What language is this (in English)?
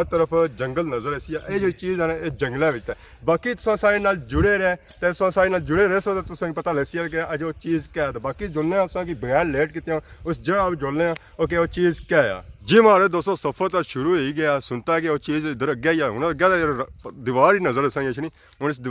Pahari-Potwari